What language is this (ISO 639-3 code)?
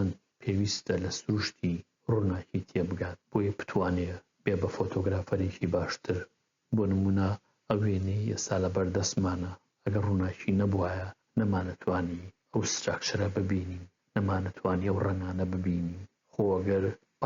ckb